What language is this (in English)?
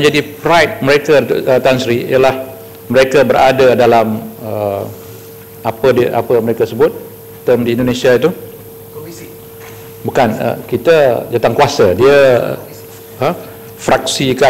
Malay